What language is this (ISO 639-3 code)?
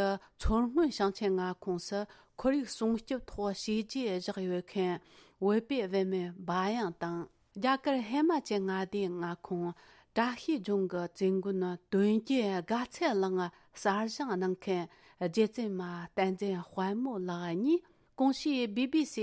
bod